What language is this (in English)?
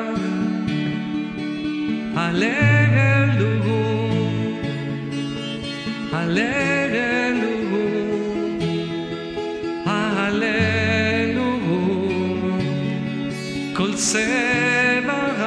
Hebrew